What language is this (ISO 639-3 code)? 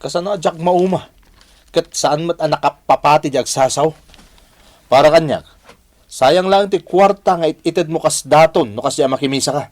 ilo